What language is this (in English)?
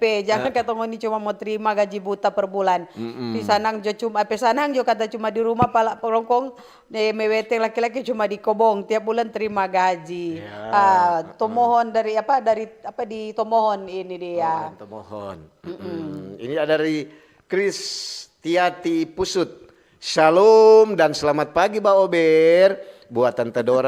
Manado Malay